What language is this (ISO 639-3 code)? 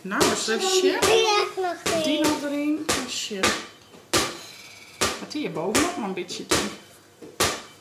nld